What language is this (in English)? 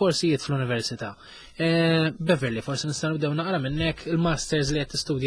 Maltese